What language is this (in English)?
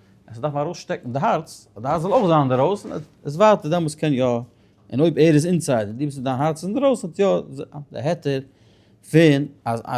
Yiddish